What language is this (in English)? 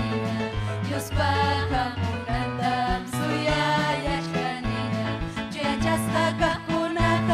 Ayacucho Quechua